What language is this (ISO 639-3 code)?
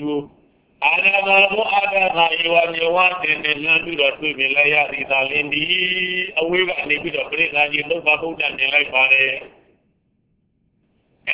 mya